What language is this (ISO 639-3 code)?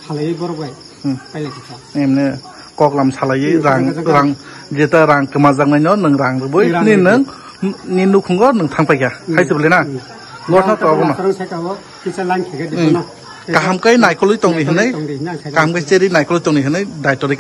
trp